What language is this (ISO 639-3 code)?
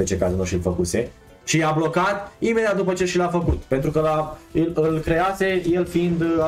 ron